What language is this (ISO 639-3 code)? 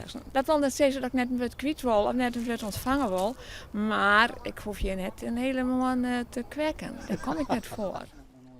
fry